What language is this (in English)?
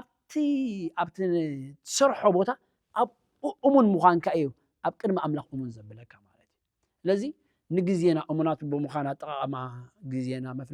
Tigrinya